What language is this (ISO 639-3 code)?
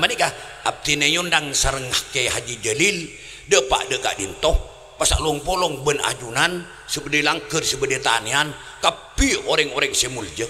mad